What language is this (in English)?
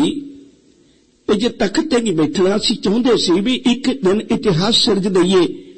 Punjabi